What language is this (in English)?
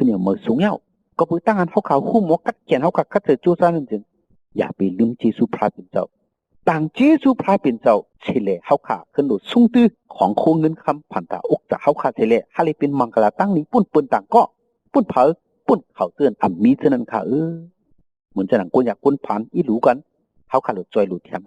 Shan